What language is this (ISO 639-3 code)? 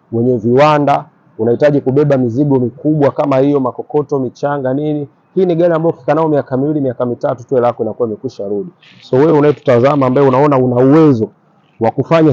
swa